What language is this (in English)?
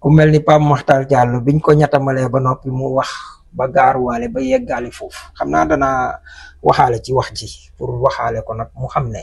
Wolof